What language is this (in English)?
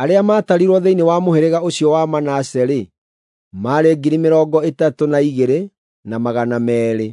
Kikuyu